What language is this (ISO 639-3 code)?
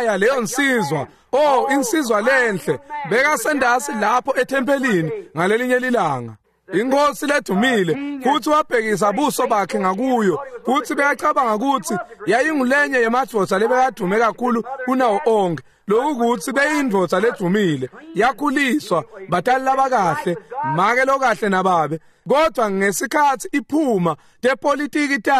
ssw